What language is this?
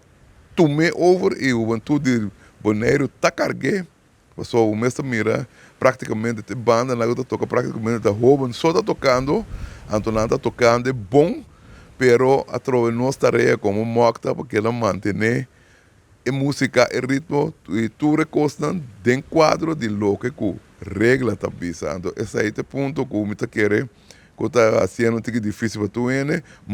Papiamento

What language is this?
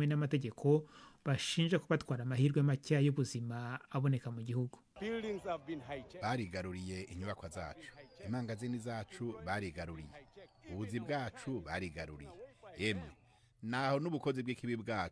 Kinyarwanda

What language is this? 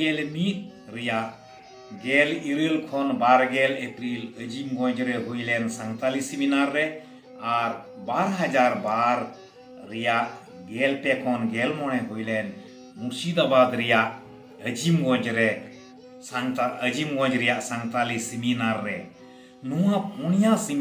Santali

